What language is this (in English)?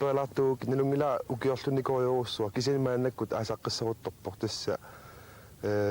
Kalaallisut